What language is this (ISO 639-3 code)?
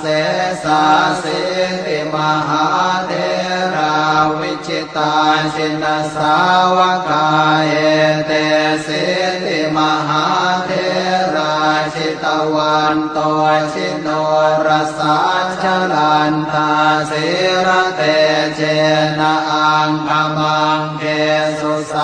pli